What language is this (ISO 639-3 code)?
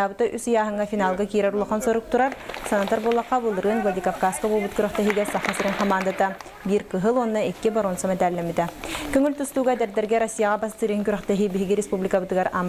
sah